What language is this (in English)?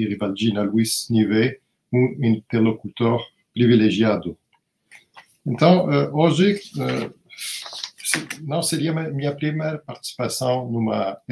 Portuguese